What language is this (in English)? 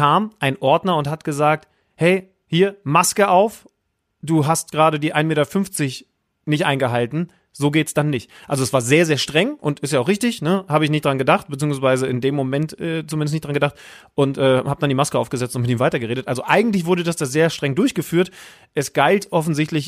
German